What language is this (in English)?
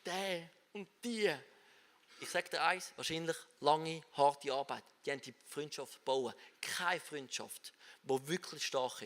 Swiss German